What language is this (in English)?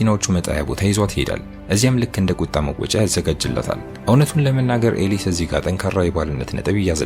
Amharic